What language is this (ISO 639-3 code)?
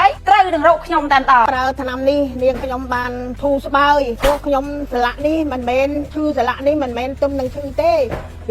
khm